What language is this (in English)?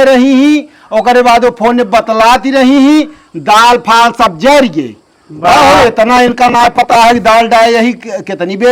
Awadhi